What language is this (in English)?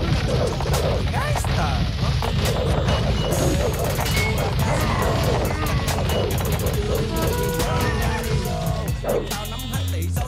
Vietnamese